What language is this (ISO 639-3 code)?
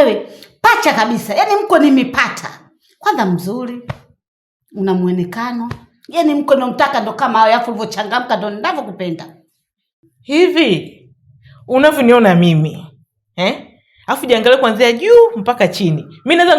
swa